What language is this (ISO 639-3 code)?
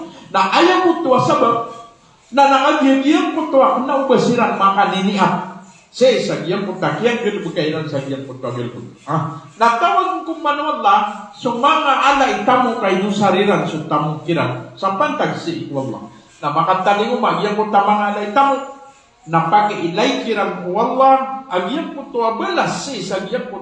mrw